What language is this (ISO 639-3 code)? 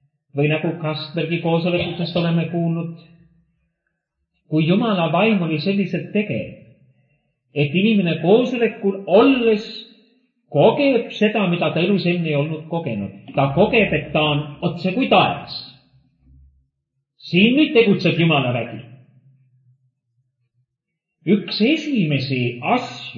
est